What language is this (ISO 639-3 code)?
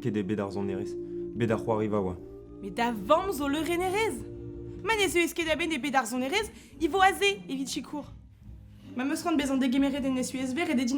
bre